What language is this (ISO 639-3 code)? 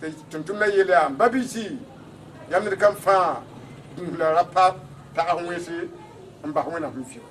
mos